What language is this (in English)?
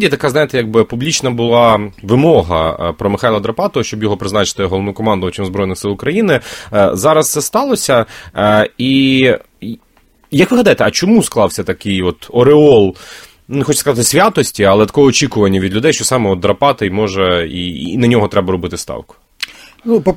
Ukrainian